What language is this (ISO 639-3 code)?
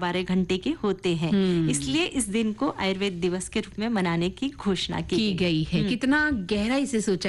hin